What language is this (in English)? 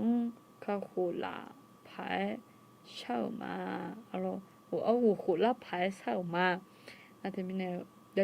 Akha